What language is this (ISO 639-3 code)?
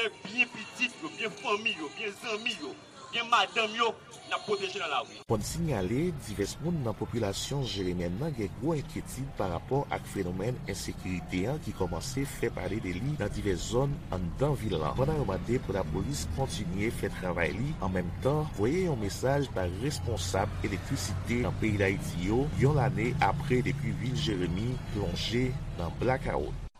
hat